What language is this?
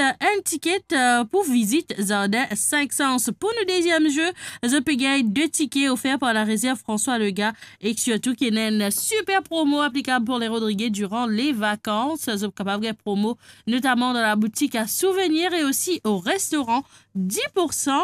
Morisyen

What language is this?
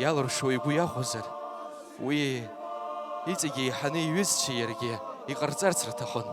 Abkhazian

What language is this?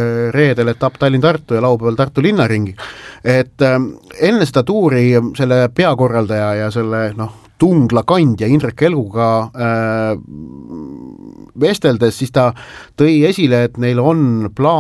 Estonian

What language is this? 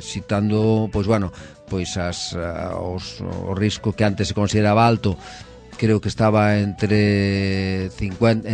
Galician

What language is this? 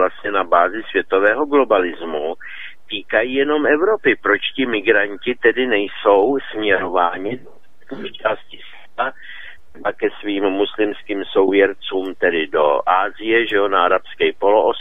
Czech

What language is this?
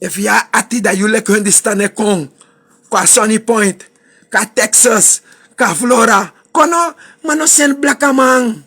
Sranan Tongo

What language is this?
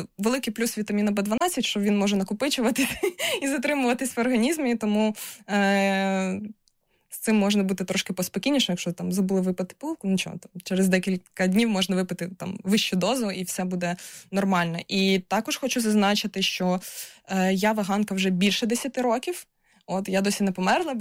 Ukrainian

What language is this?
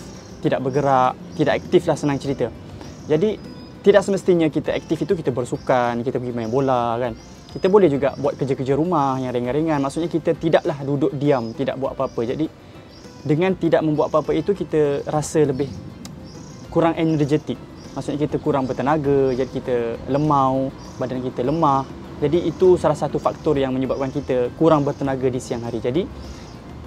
Malay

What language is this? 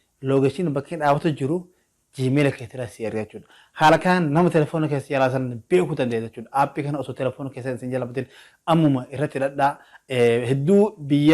Oromo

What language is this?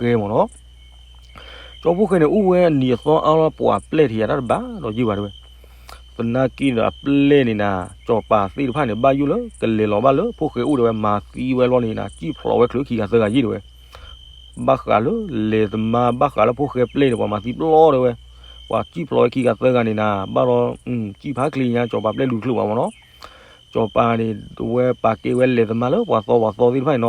S'gaw Karen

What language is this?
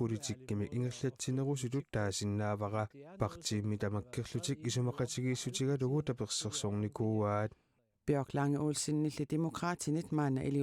Kalaallisut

